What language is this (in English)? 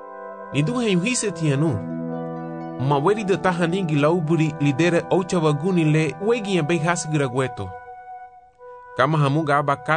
Garifuna